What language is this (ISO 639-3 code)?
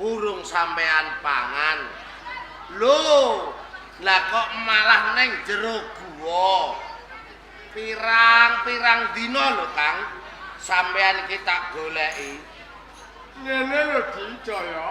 jav